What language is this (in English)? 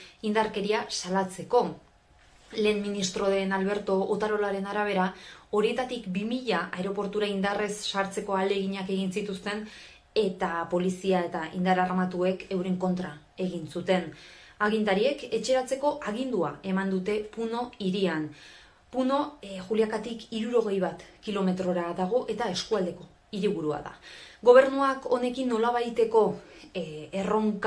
Basque